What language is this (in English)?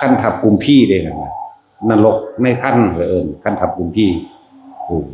Northeastern Thai